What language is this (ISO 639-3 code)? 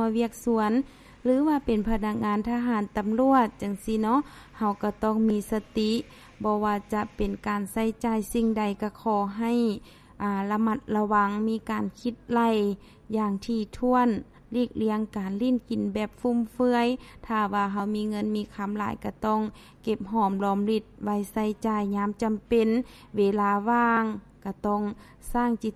lao